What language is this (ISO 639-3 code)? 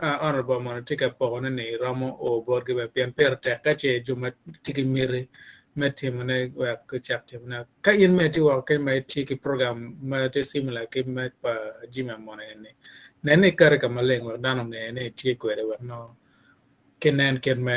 ach